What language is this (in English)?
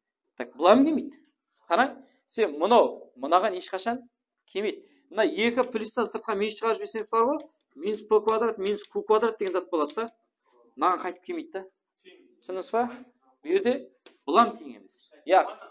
Kara-Kalpak